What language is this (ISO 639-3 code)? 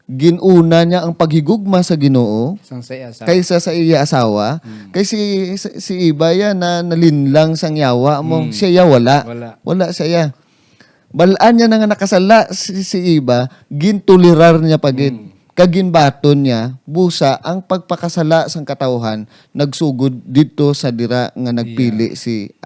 hil